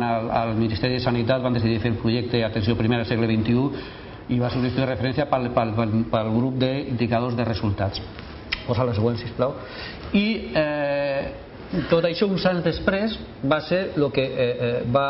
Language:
Catalan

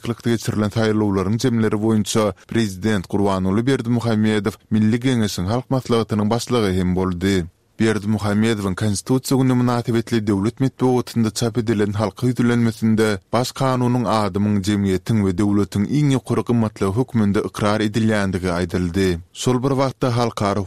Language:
Turkmen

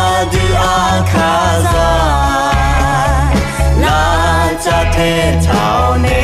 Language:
Akha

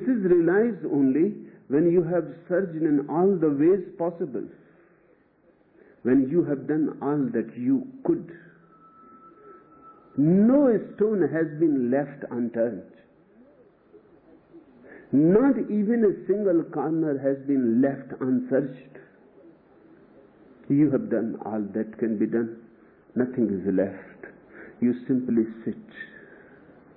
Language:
English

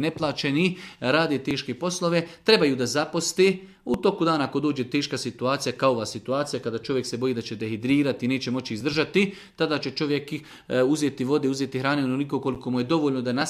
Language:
Serbian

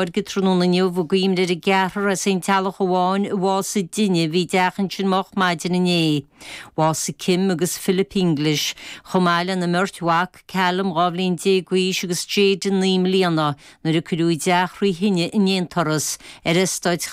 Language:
Irish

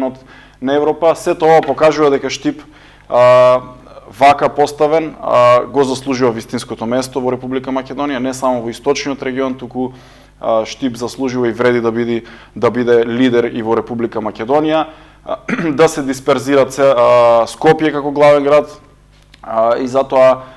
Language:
Macedonian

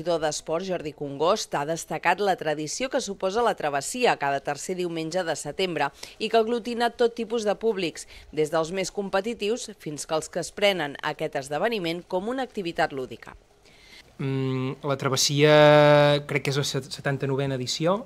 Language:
Catalan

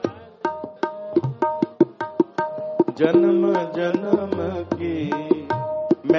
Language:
Hindi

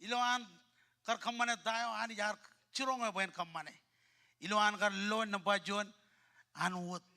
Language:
Marshallese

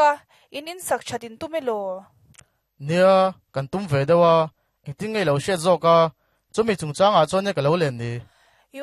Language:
Mizo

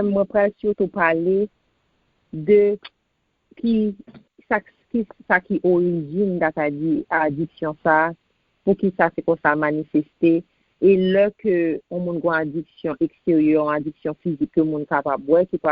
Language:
Haitian Creole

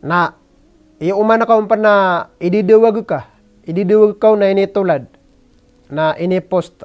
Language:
Maranao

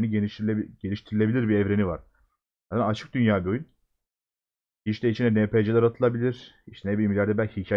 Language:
Turkish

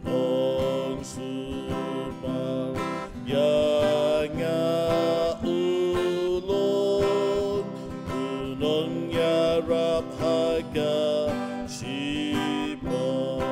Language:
Khasi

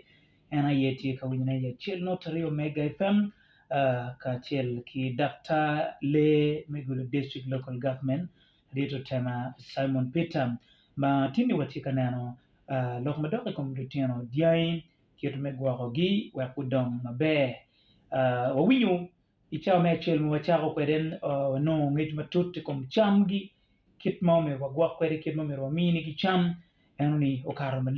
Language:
Acoli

